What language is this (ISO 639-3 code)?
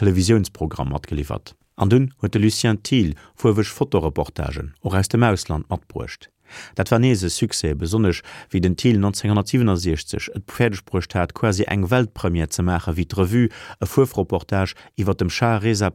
ltz